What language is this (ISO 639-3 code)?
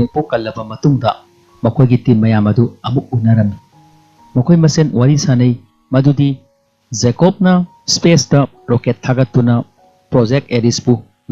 mni